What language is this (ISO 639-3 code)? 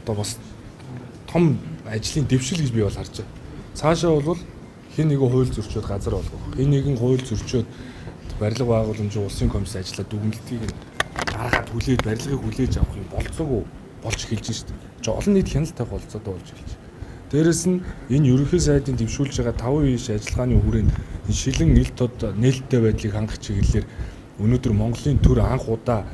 mon